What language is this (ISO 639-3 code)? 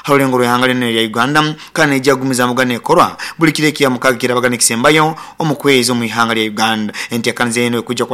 nyo